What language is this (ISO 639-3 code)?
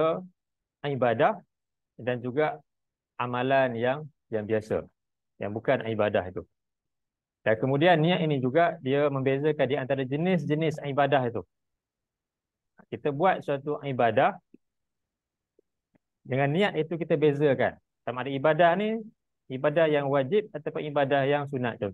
msa